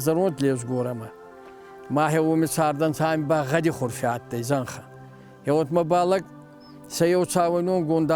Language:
Ossetic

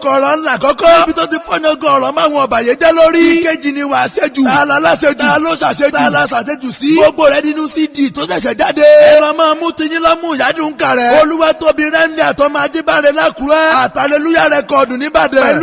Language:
Yoruba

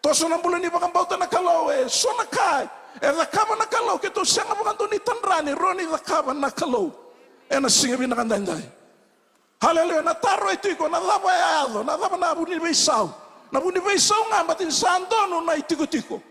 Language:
Fijian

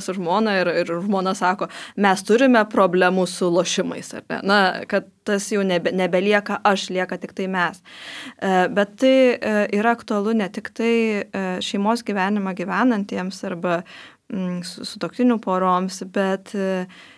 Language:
Lithuanian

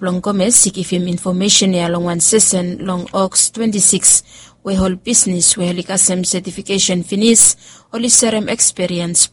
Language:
Bislama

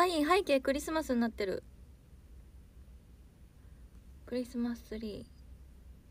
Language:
Japanese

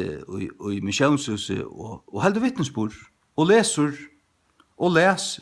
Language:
Faroese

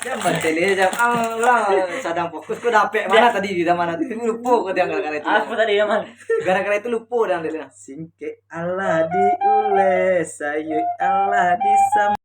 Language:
Minangkabau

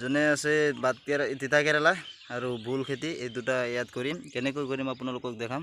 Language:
Assamese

